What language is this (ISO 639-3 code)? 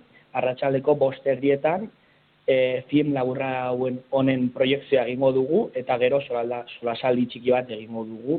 eus